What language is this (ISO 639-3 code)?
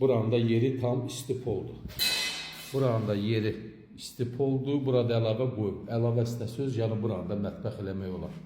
aze